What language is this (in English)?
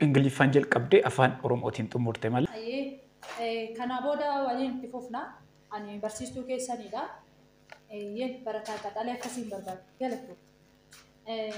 Oromo